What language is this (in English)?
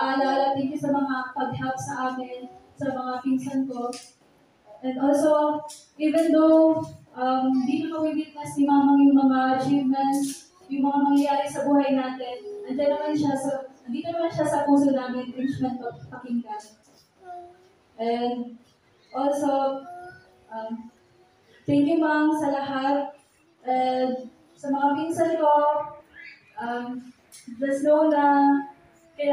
Filipino